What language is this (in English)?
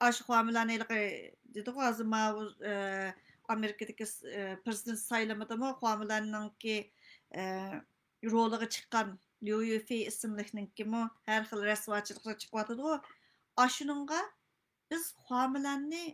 Uyghur